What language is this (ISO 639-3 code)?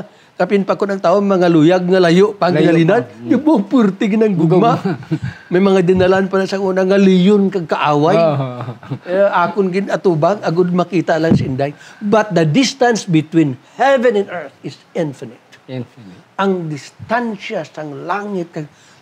hil